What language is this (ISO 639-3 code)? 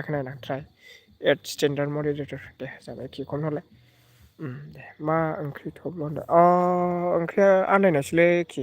brx